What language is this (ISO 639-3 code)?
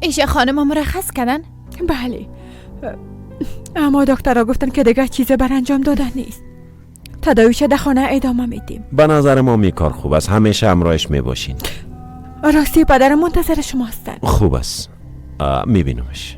fas